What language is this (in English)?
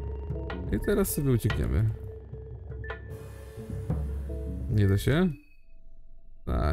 Polish